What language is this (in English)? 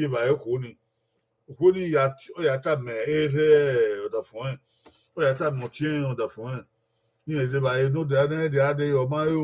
Bini